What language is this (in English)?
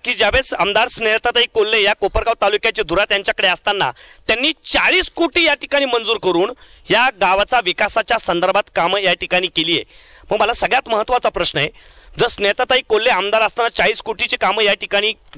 Marathi